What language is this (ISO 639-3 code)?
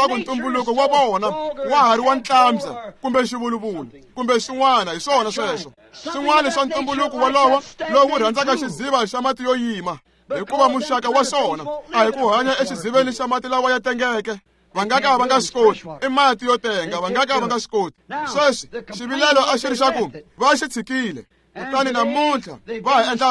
tso